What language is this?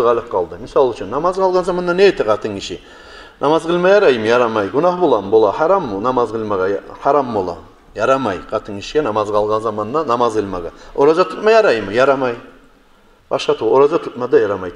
Kumyk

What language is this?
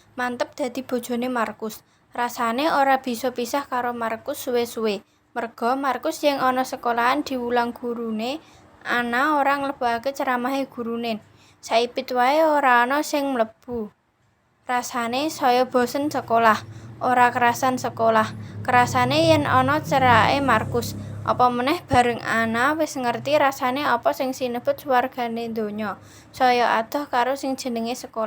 Javanese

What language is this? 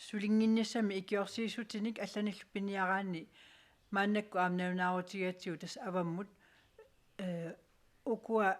Kalaallisut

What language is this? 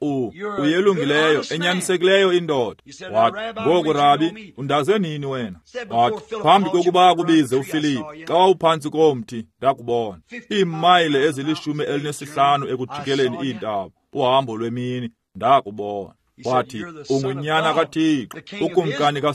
Xhosa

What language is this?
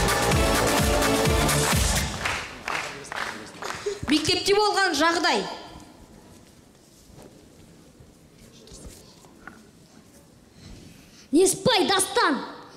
Kazakh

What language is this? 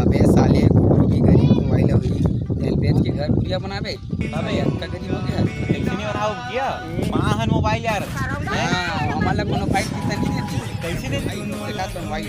Chhattisgarhi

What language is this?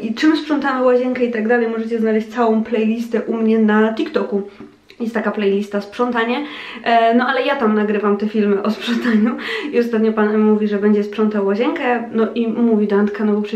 Polish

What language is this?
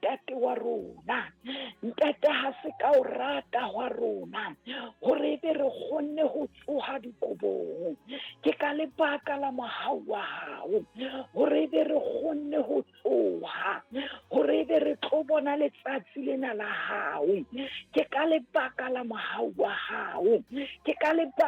Southern Sotho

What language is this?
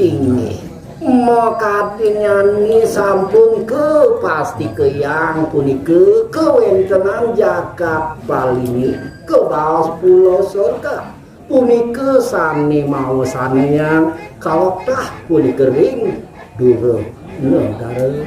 Balinese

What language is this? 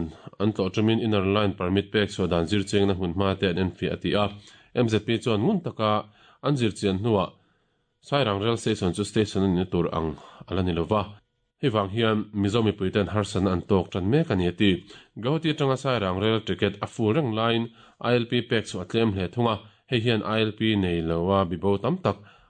Mizo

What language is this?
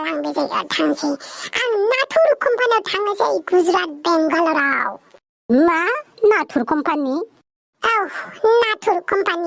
Bodo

